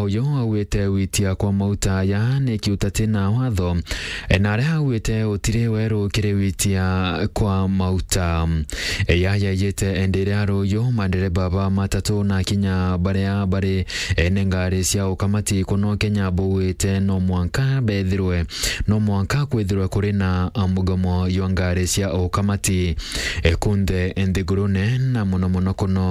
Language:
Meru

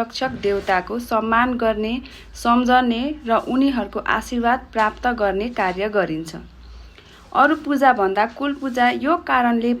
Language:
Nepali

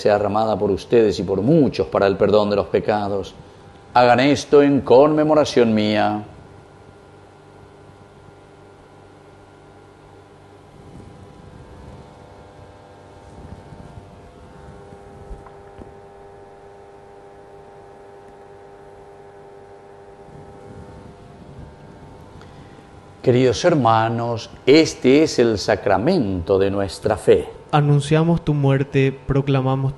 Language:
Spanish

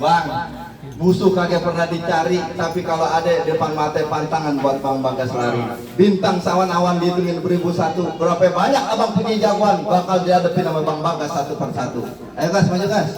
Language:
Betawi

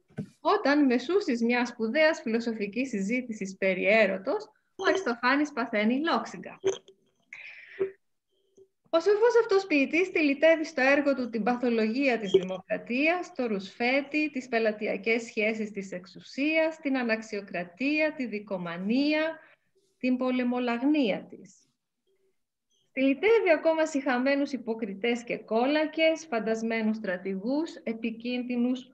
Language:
Greek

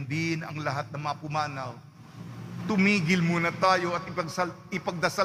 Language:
Filipino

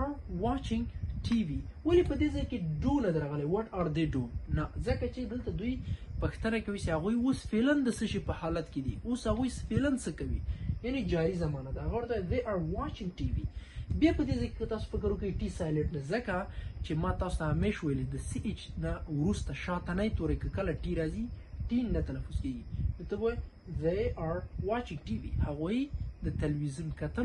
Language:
Pashto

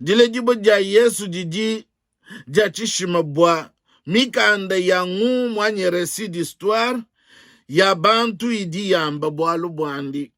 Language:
Luba-Lulua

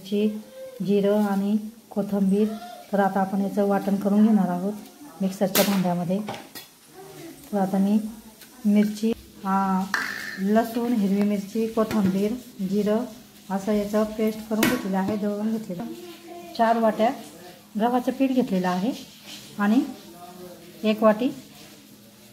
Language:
Marathi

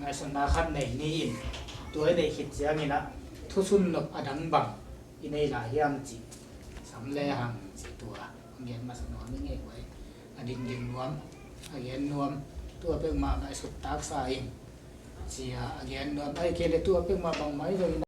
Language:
Tedim Chin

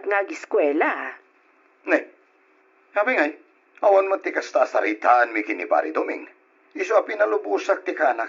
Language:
Iloko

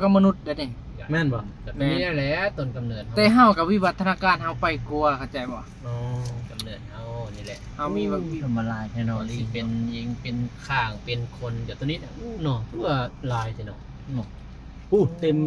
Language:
Northeastern Thai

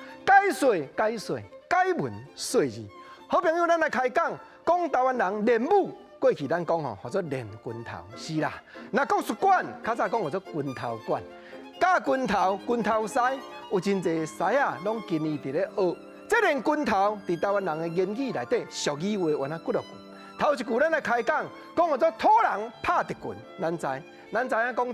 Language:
Min Nan Chinese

